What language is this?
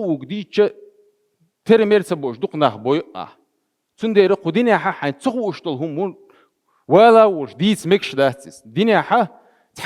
Chechen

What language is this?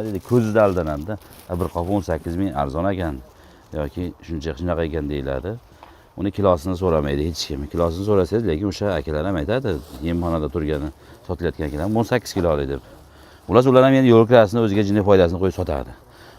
Uzbek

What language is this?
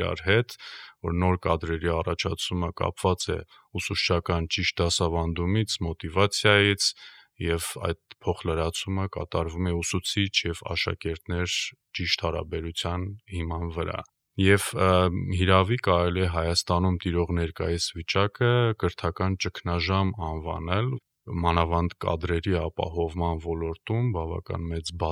Armenian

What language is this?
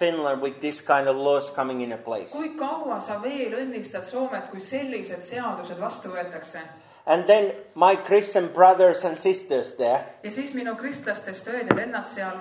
Estonian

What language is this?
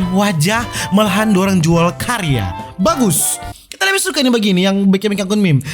Manado Malay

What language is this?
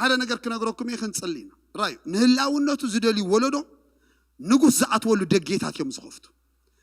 Tigrinya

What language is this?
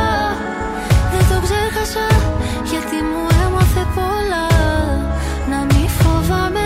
Greek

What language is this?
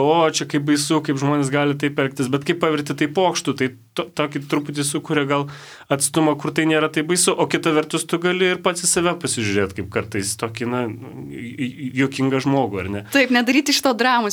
Lithuanian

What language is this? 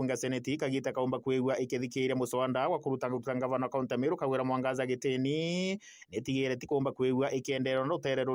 Meru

